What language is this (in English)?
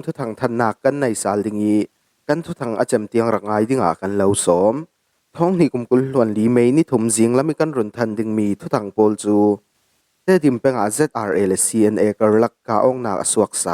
Falam Chin